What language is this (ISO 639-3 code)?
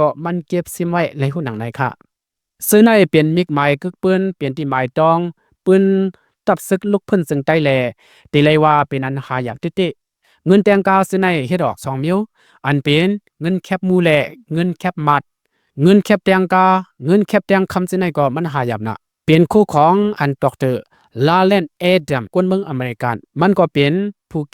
shn